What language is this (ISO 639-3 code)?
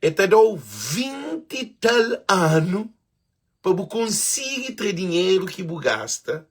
kea